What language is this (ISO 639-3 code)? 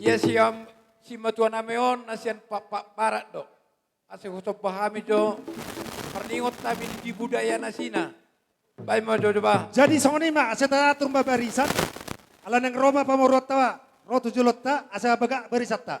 bbc